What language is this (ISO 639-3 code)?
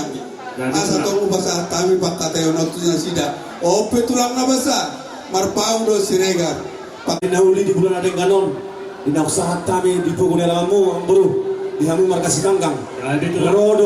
bbc